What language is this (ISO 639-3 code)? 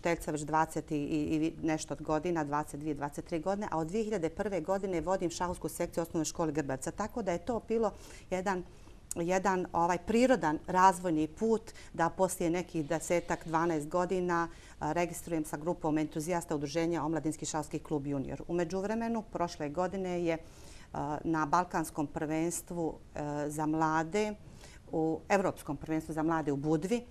bos